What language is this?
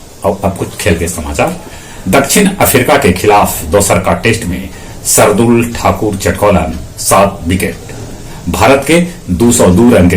Magahi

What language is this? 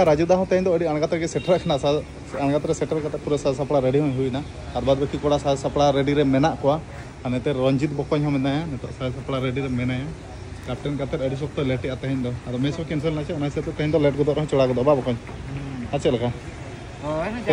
Santali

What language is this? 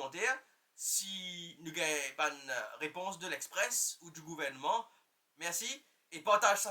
Morisyen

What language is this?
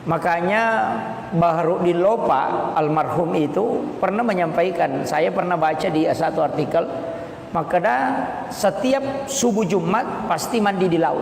Buginese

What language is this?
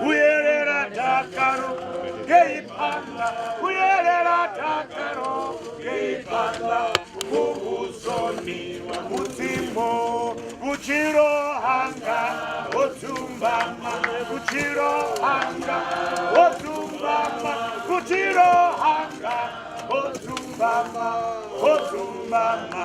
Venda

